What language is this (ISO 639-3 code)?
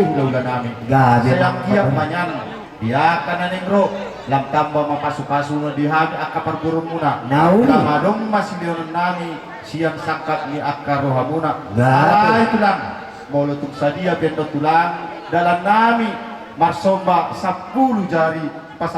bbc